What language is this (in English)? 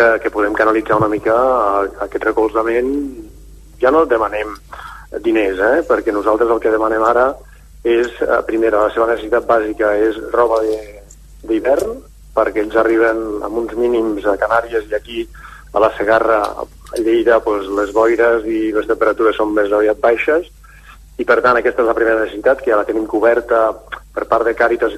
Catalan